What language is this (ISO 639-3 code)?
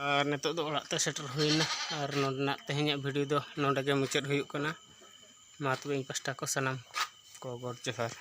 sat